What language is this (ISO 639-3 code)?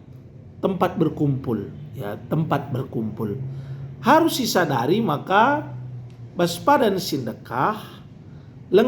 btx